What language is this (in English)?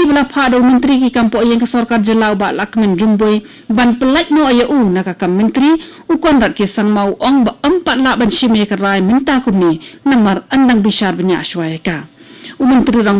Khasi